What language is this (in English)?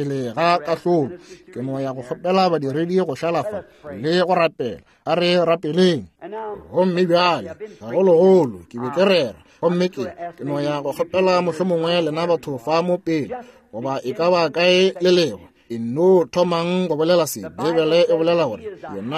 Northern Sotho